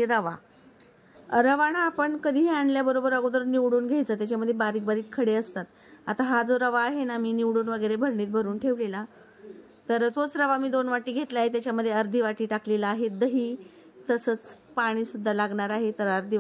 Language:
Marathi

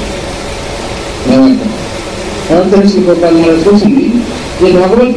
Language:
Odia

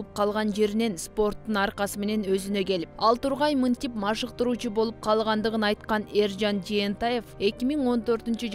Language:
Kyrgyz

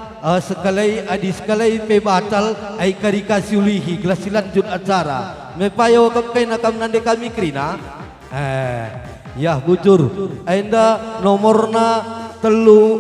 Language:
Batak Karo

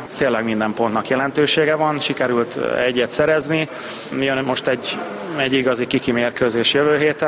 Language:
Hungarian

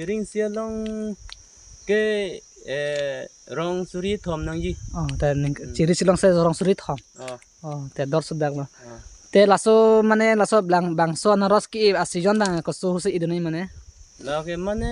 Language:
Karbi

